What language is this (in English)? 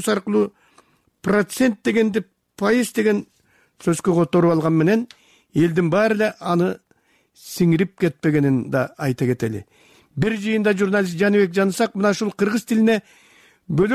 Kyrgyz